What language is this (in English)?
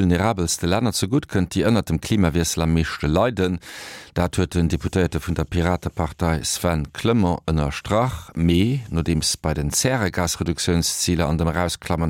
Luxembourgish